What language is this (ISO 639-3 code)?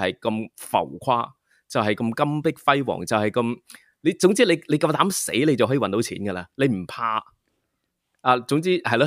yue